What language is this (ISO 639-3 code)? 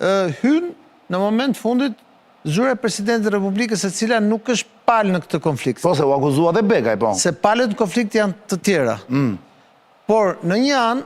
sqi